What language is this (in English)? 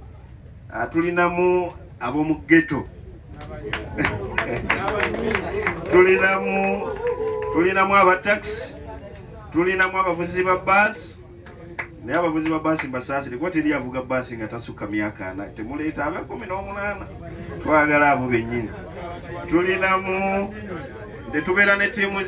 Ganda